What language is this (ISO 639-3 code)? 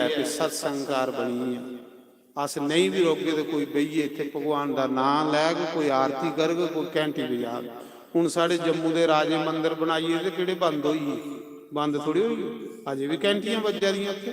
doi